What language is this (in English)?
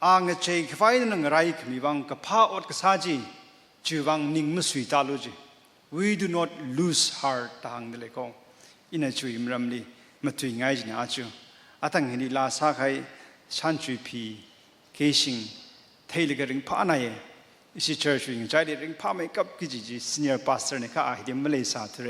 Tangkhul Naga (India)